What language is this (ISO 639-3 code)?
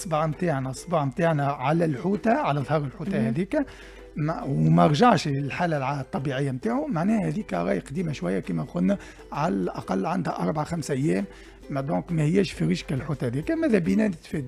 aeb